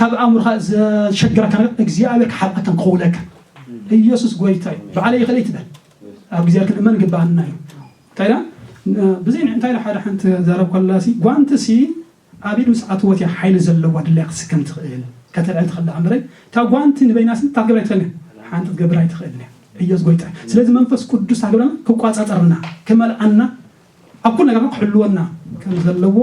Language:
Tigrinya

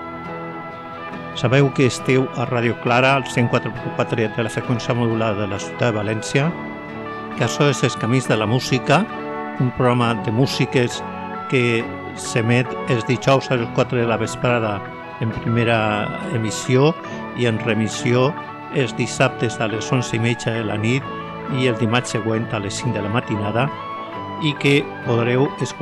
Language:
Catalan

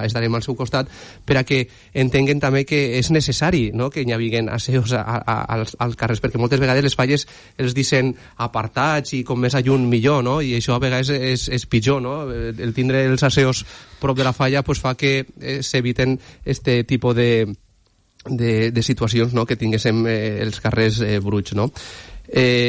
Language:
Catalan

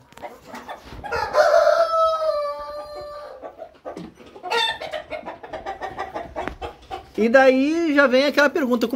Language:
Portuguese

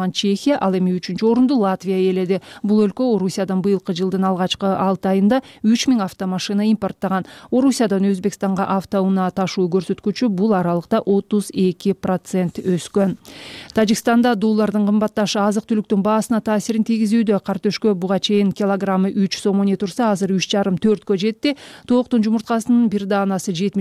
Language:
Kyrgyz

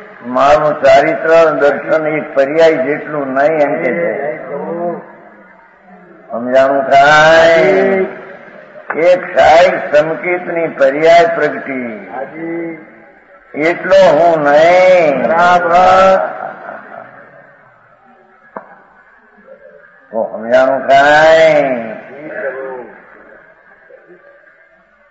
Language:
Gujarati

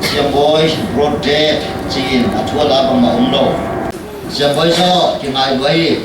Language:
Paite Chin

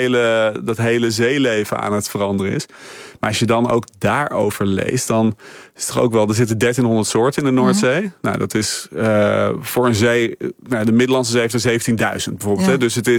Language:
Dutch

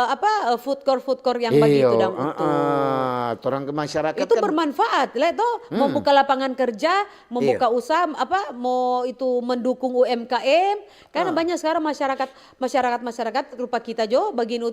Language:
Manado Malay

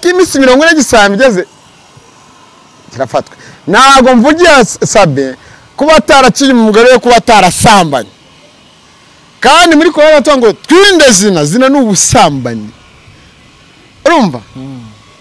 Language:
Kinyarwanda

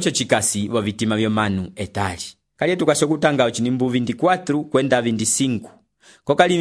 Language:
Umbundu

